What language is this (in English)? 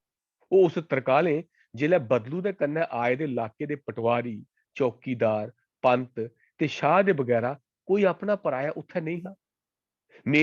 Dogri